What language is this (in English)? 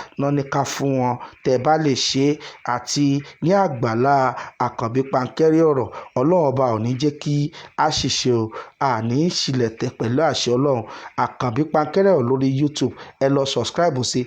Yoruba